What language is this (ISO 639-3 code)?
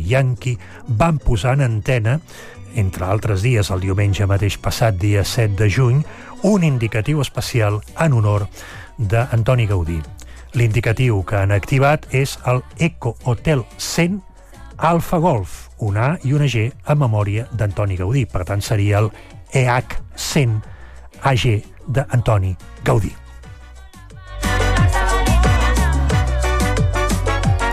cat